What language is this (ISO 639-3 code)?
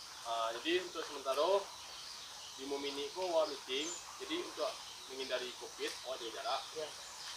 min